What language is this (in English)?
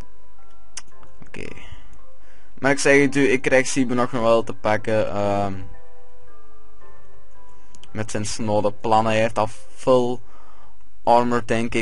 Dutch